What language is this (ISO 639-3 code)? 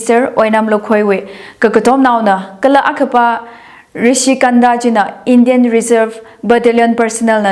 nmf